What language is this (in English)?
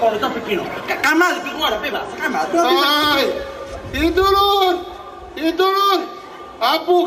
Sicilian